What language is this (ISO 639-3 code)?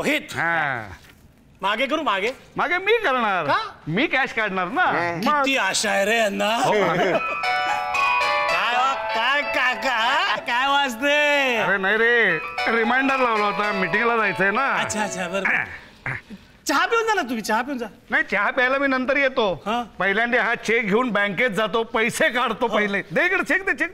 mar